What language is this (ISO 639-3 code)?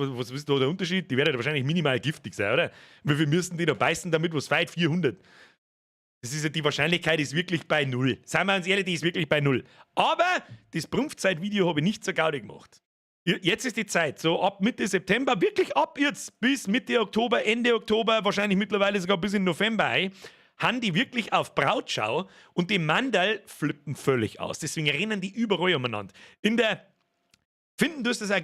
bar